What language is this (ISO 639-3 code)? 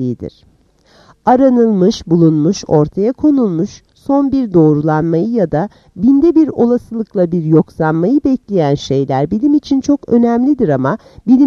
tur